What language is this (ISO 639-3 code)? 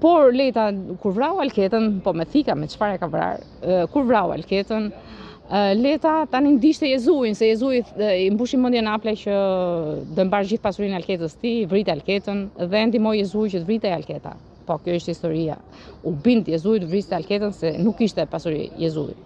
sqi